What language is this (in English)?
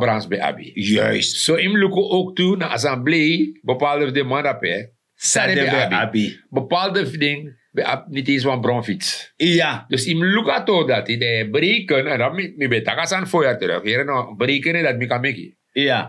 Sranan Tongo